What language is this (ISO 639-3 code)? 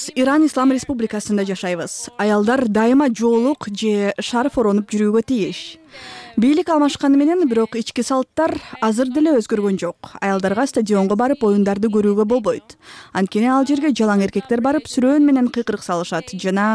kir